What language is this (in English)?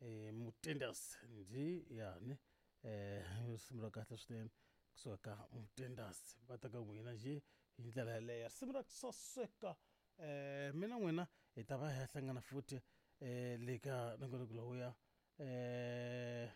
Tsonga